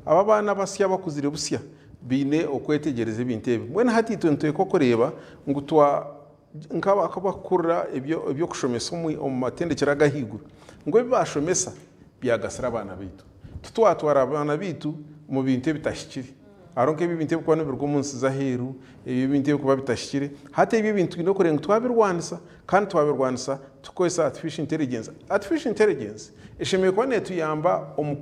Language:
Nyankole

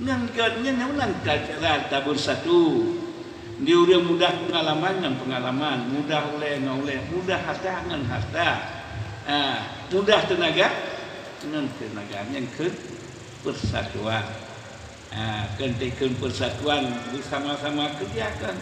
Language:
Achinese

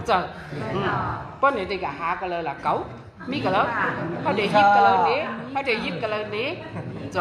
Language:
Shan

